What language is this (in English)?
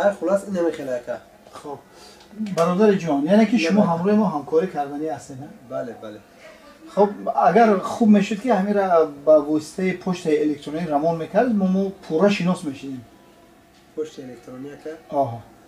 Tajik